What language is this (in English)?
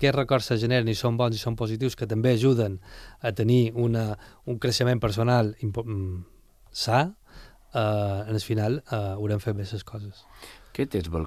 Catalan